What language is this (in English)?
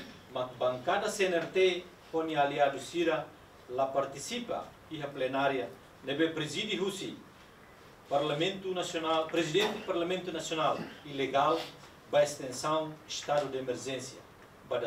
Tetum